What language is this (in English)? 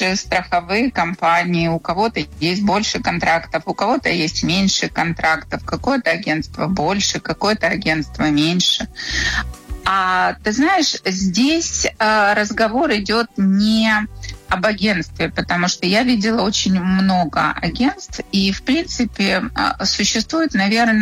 Russian